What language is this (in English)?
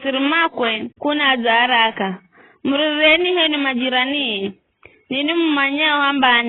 Giryama